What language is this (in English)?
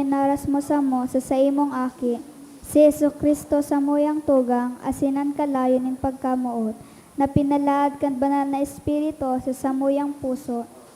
Bikol